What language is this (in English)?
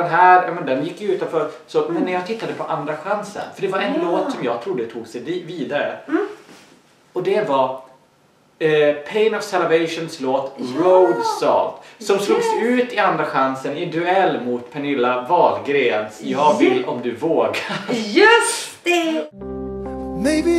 Swedish